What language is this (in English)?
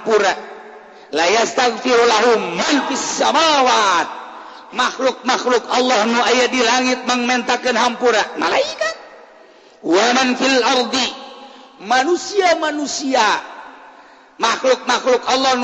Sundanese